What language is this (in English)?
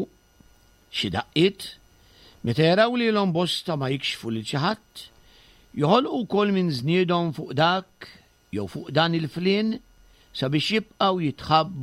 Maltese